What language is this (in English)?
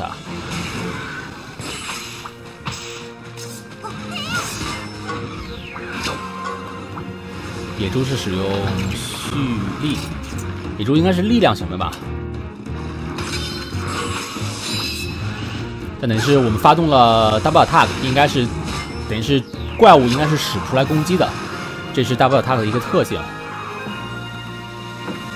Chinese